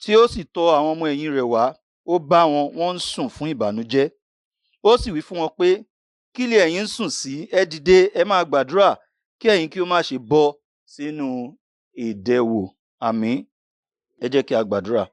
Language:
Yoruba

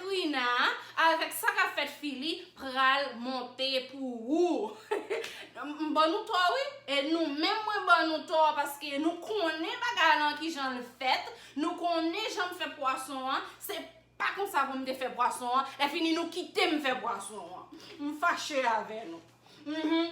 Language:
Haitian Creole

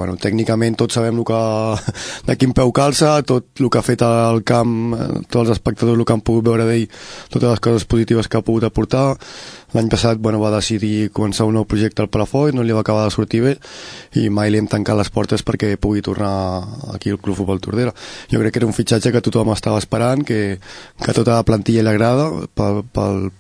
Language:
Catalan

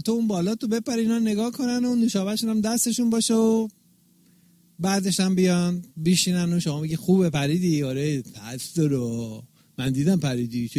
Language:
Persian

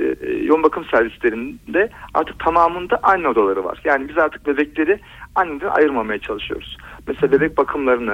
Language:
Turkish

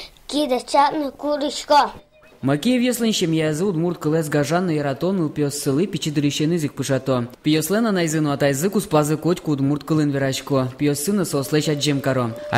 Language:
Udmurt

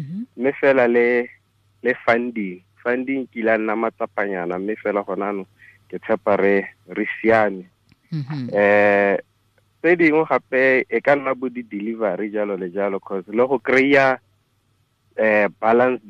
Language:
Tswana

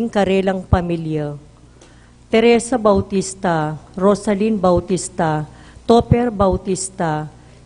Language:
Pampanga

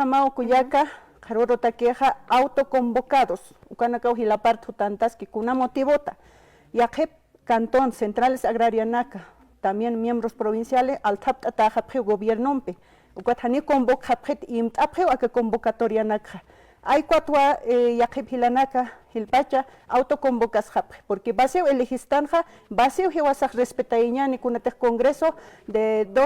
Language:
Aymara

